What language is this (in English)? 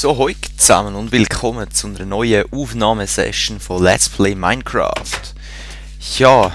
Swiss German